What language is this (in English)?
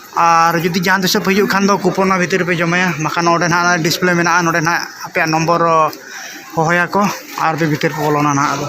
Santali